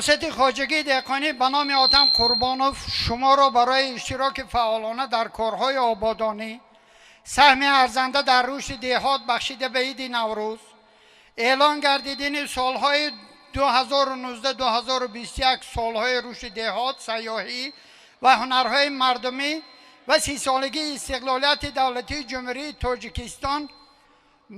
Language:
Tajik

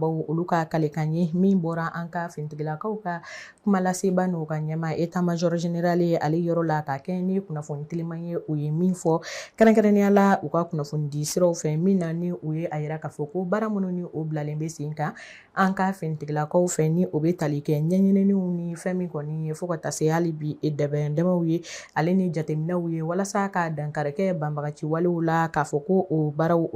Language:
Bambara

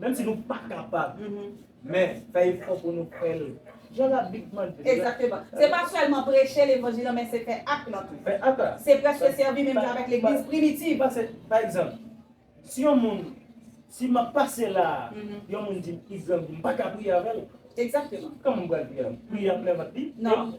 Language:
Haitian Creole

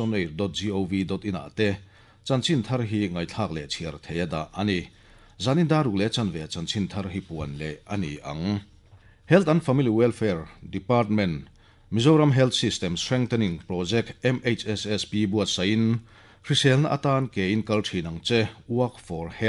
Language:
Mizo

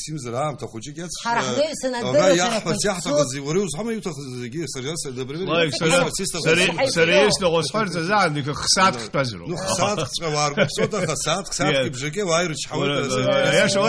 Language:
Abkhazian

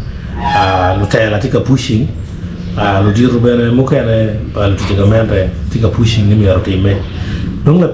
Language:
Acoli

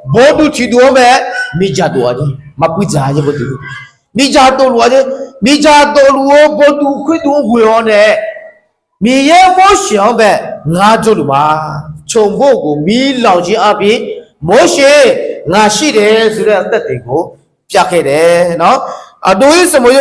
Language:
Akha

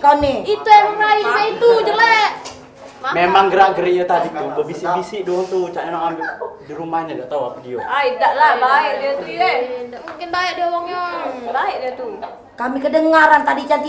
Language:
Musi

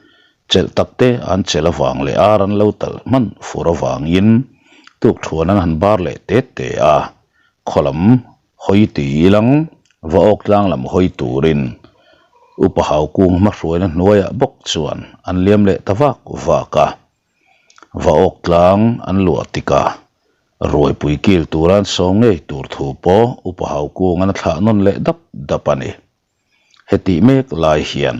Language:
Mizo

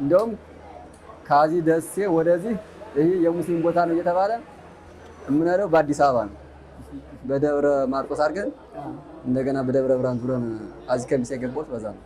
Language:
Amharic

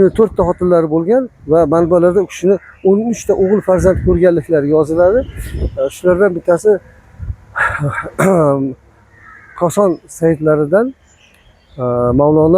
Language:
Uzbek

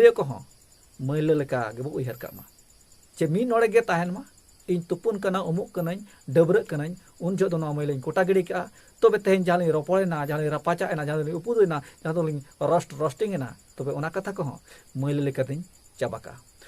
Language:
Santali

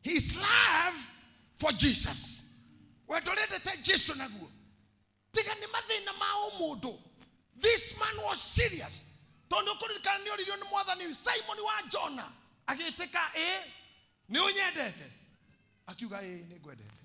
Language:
Kikuyu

